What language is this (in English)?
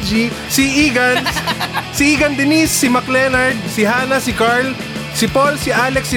Filipino